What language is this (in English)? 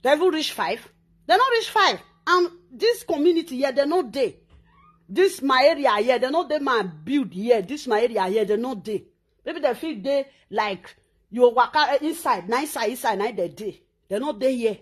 Nigerian Pidgin